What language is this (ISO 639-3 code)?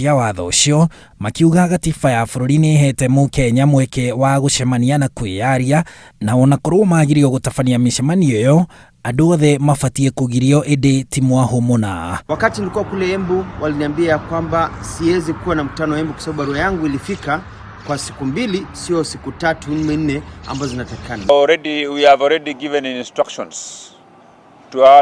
kik